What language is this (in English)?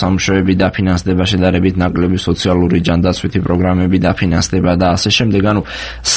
Georgian